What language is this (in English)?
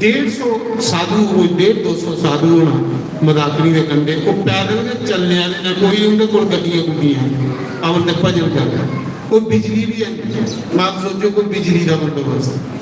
Dogri